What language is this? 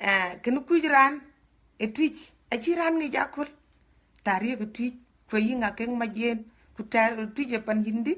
Dinka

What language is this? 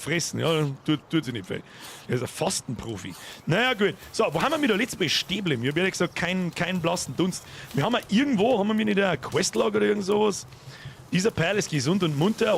Bavarian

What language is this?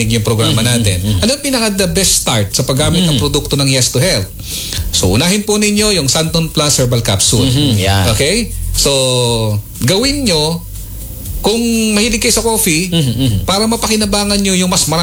Filipino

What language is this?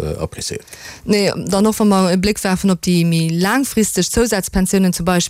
Luxembourgish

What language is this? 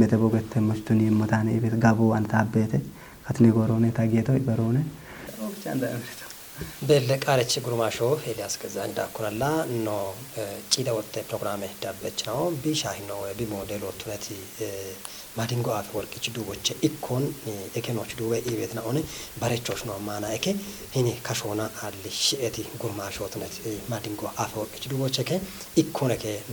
Kafa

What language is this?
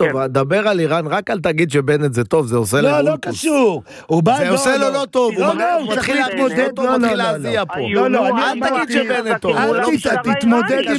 Hebrew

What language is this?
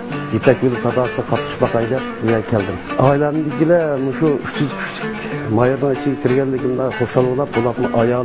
Uyghur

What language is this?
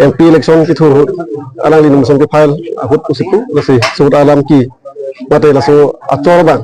Karbi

